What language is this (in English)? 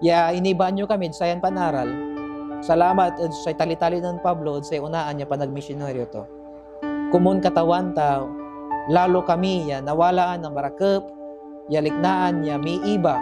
Pangasinan